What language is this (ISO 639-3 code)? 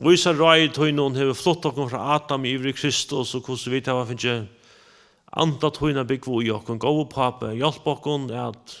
fao